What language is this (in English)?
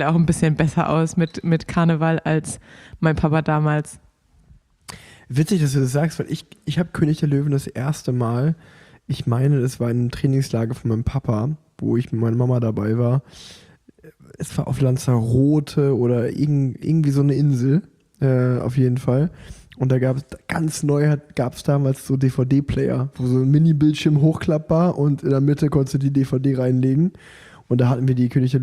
German